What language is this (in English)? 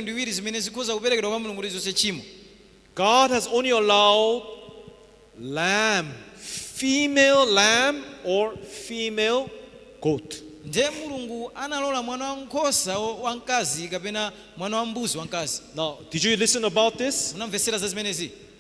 Nyanja